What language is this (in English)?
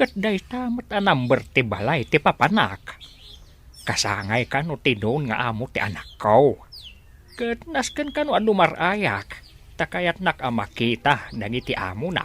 Iloko